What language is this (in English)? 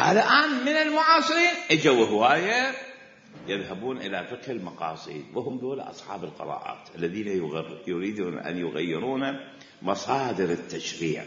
Mesopotamian Arabic